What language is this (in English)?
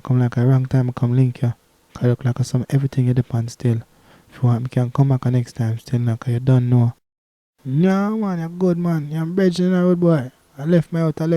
Jamaican Creole English